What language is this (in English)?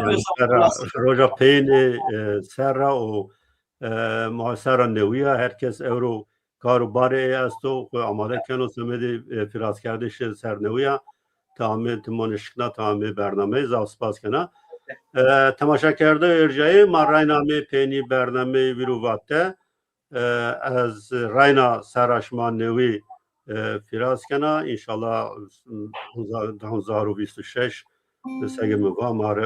Zaza